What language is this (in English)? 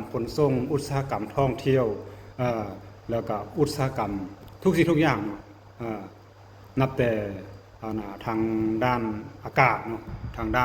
Lao